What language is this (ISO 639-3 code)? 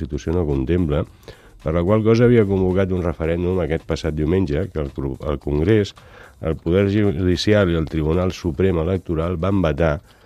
cat